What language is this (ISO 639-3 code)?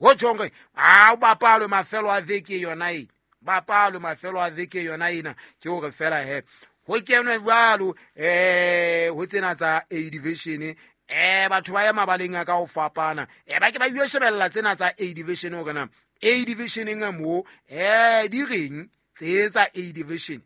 sot